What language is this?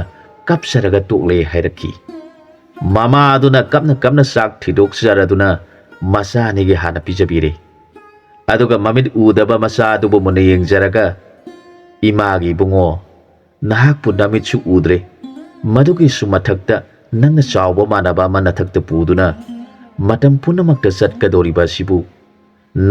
Manipuri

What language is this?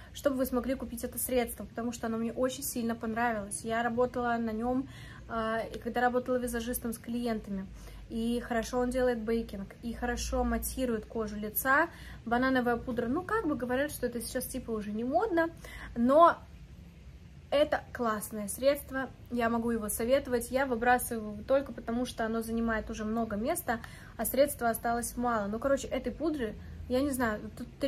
Russian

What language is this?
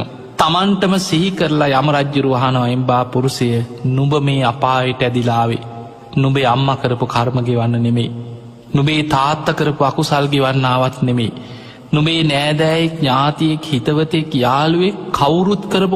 Sinhala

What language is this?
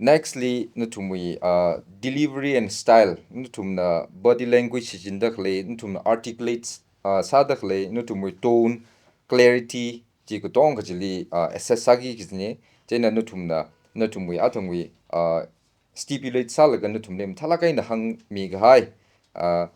Tangkhul Naga (India)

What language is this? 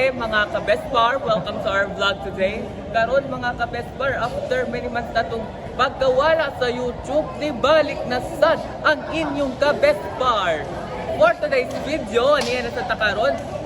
Cebuano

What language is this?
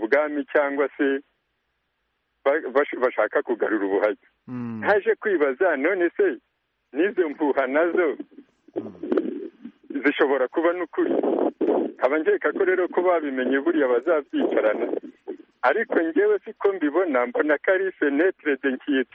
Kinyarwanda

